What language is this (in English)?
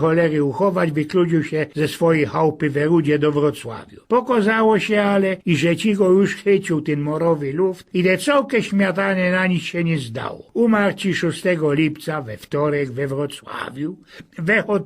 Silesian